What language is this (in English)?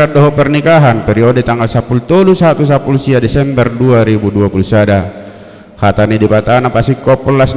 Batak Toba